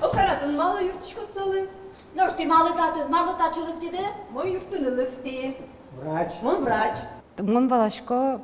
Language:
Udmurt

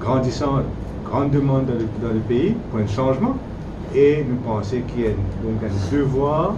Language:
Morisyen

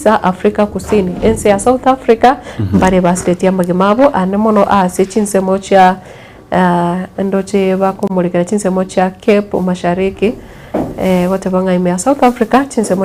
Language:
Gusii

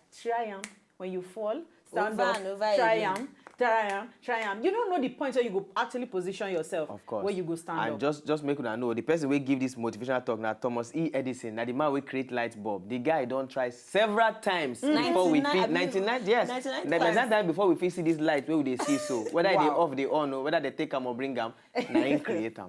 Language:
Nigerian Pidgin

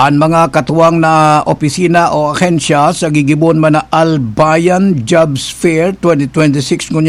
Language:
Bikol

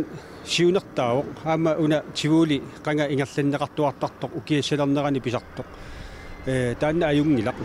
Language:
Kalaallisut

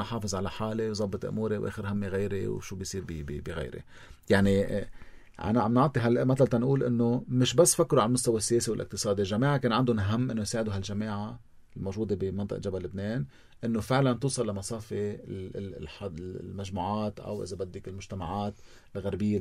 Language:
North Levantine Arabic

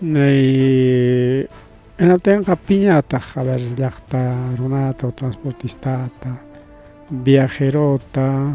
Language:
Ayacucho Quechua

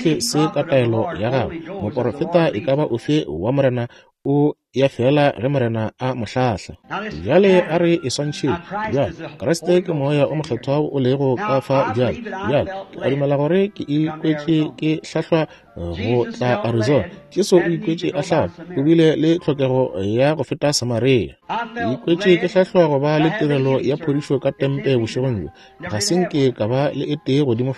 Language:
Northern Sotho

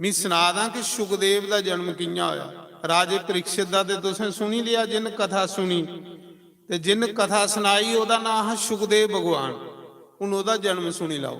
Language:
Dogri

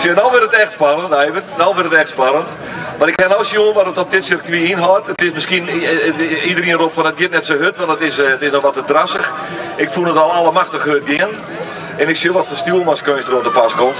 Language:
Western Frisian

